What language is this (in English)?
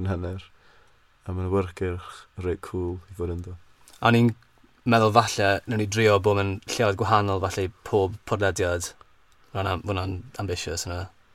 Welsh